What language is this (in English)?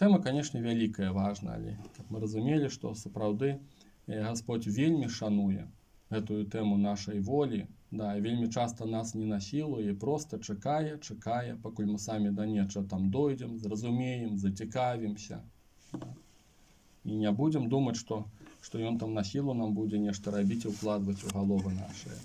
Belarusian